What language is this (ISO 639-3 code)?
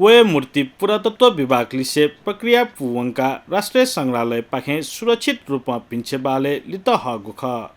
new